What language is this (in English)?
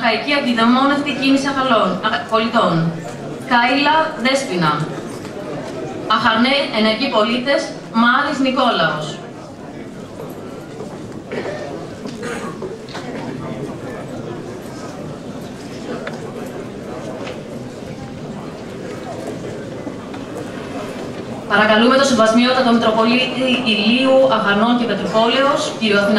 Greek